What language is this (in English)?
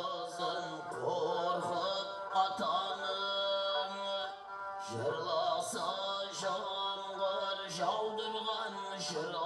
Kara-Kalpak